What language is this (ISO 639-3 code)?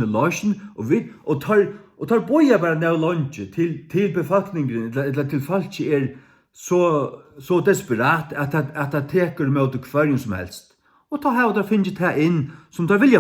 fao